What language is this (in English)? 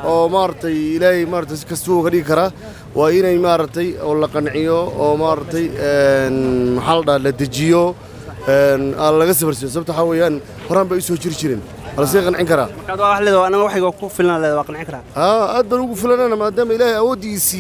Somali